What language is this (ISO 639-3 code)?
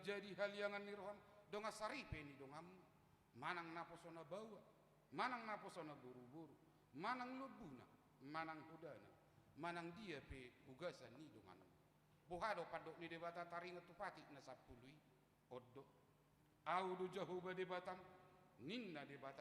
bbc